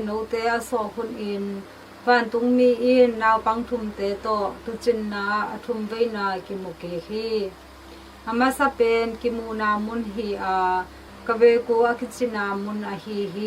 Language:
Tedim Chin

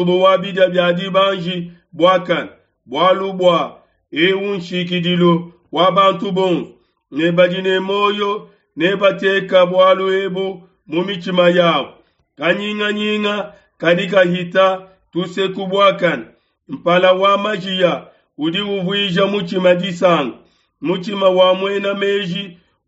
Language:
Luba-Lulua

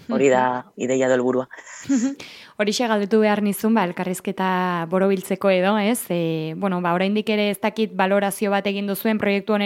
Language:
Basque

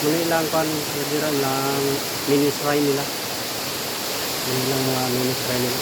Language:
Cebuano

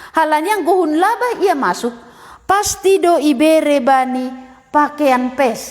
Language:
Batak Simalungun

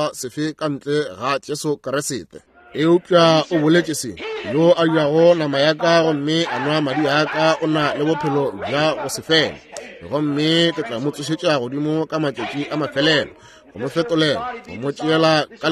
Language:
Northern Sotho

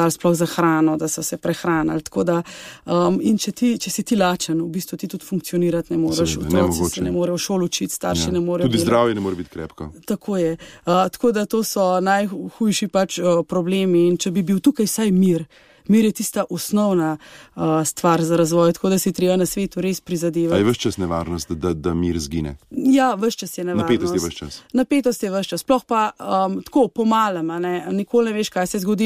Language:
Slovenian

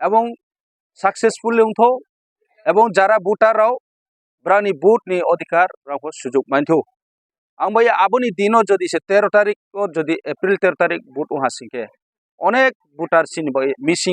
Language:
Kok Borok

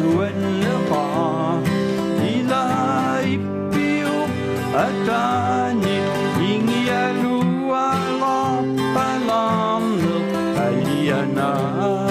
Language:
Kalaallisut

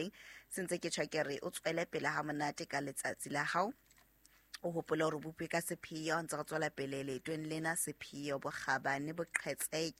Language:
Southern Sotho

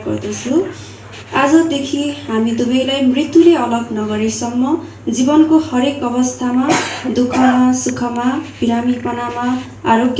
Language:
Nepali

